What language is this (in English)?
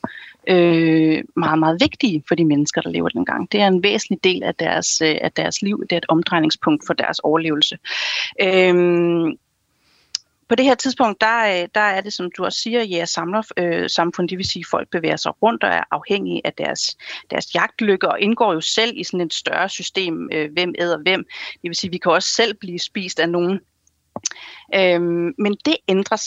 Danish